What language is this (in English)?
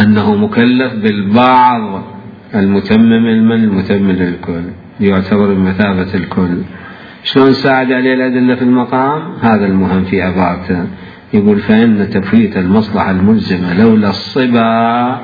Mesopotamian Arabic